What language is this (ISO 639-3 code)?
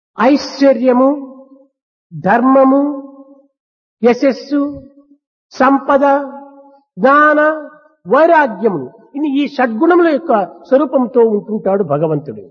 tel